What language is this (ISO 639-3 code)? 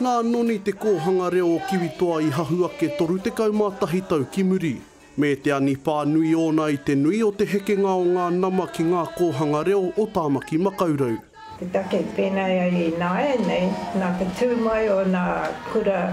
mri